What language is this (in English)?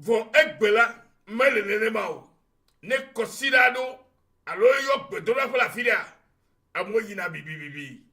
Ewe